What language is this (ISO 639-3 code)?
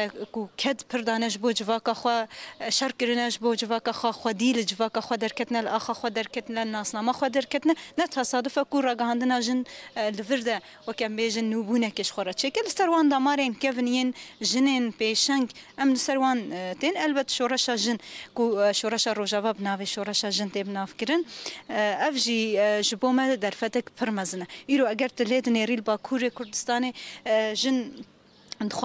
kur